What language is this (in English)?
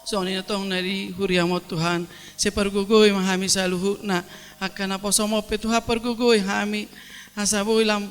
Batak Toba